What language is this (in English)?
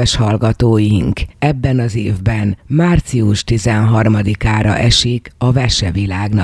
Hungarian